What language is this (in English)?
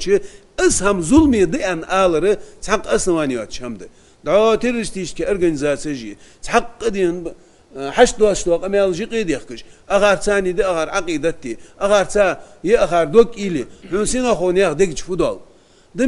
Ingush